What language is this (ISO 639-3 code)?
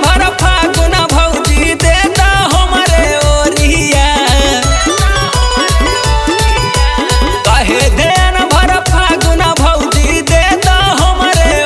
bho